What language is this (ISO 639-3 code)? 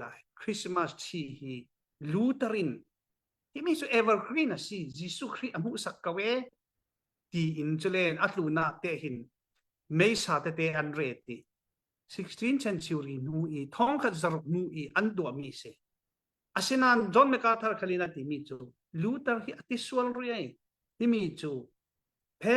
cfm